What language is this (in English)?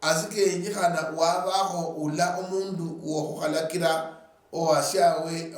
Luyia